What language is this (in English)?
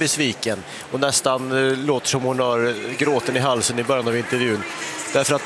Swedish